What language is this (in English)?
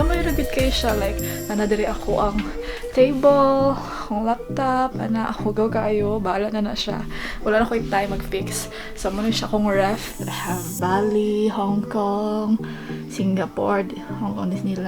Cebuano